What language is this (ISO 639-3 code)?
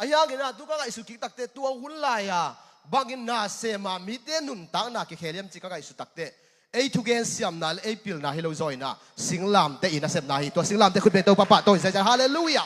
ctd